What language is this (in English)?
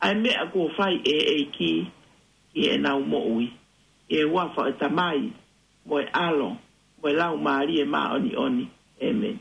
Tongan